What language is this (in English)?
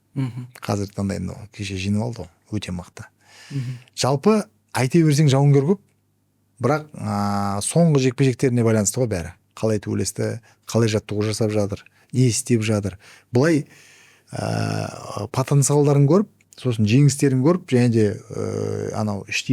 Kazakh